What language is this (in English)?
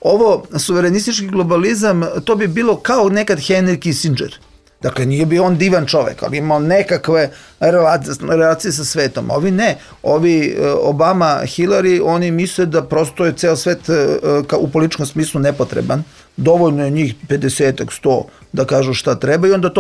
Serbian